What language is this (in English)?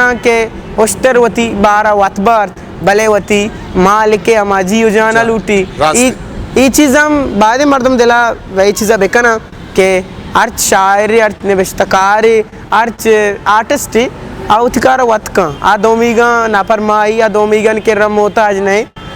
Eastern Balochi